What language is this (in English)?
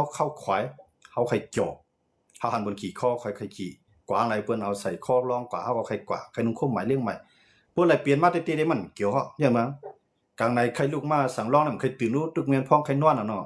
Shan